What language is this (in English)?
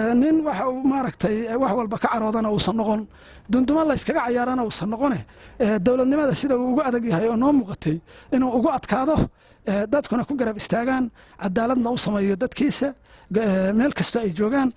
Somali